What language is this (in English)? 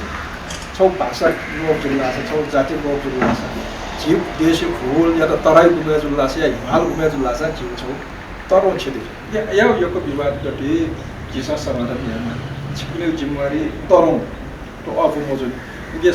Newari